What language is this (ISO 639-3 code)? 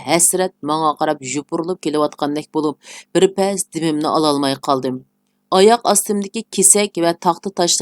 uig